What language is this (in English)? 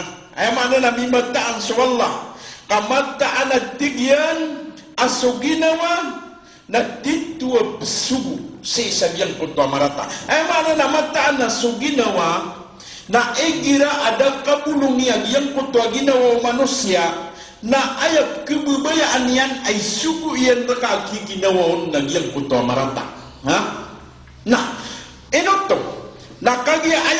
Maranao